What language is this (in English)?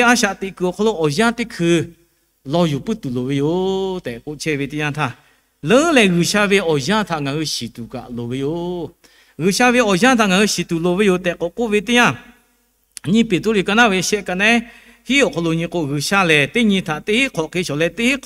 Lahu